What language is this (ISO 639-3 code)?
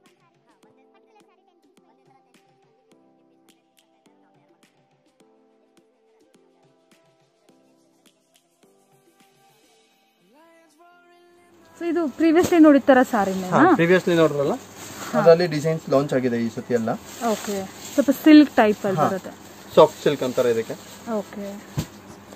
kan